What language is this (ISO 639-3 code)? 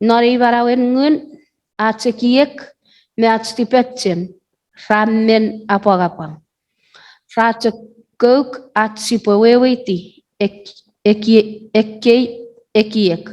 chk